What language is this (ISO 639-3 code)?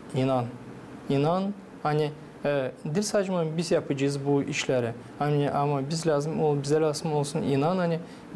gag